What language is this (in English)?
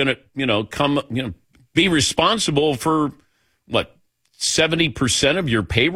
English